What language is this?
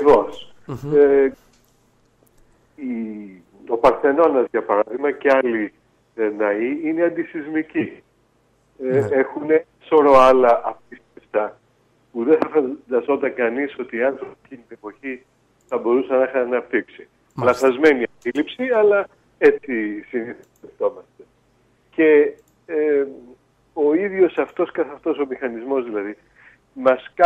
Greek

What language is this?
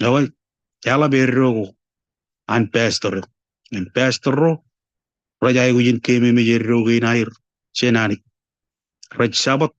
Marshallese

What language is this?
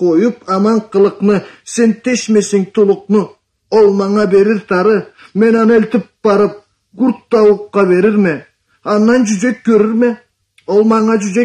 Karachay-Balkar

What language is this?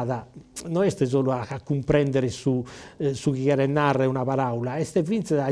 Sardinian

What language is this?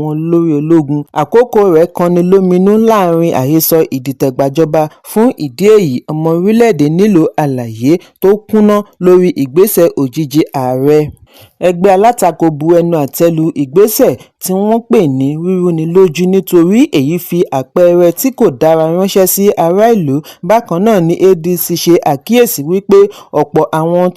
Yoruba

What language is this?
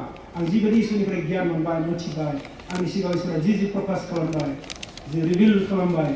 Bodo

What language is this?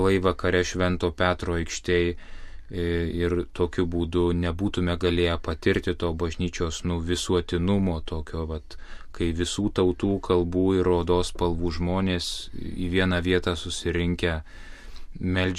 Lithuanian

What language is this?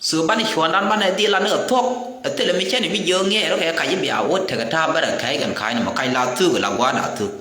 Nuer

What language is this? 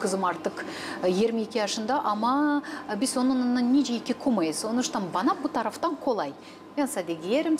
Gagauz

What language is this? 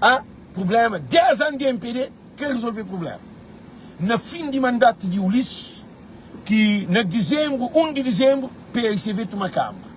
Kabuverdianu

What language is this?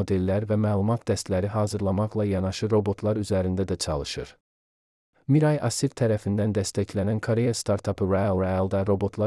Azerbaijani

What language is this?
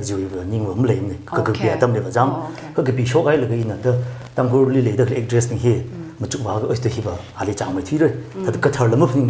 Tangkhul Naga (India)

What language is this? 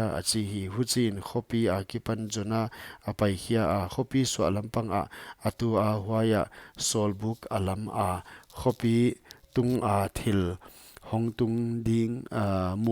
Paite Chin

